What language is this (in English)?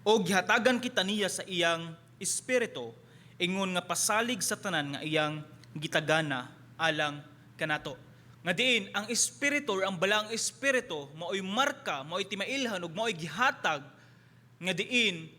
Cebuano